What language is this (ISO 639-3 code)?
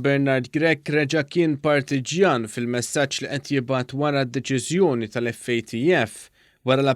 mlt